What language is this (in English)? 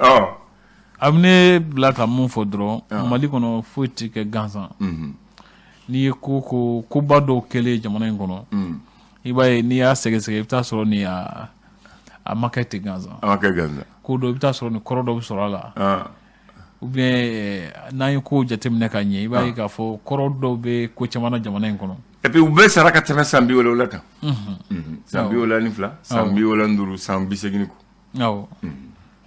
Bambara